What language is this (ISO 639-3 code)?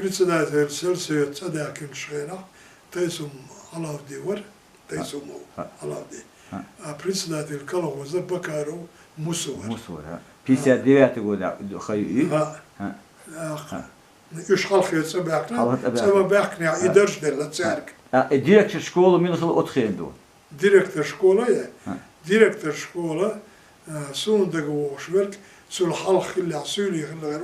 che